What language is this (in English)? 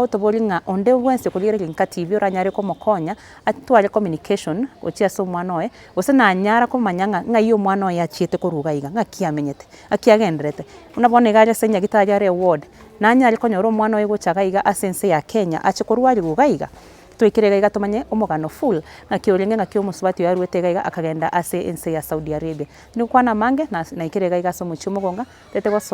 Gusii